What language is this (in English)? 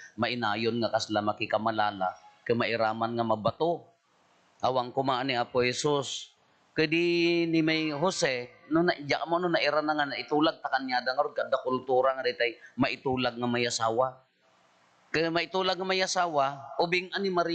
Iloko